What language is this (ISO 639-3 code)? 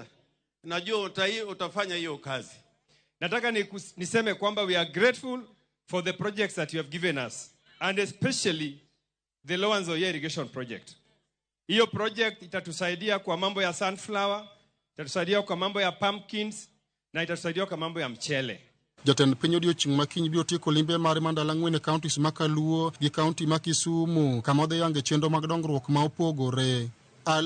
luo